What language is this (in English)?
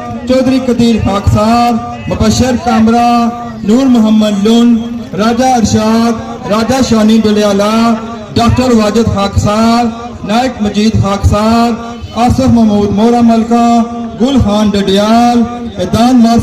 Pahari-Potwari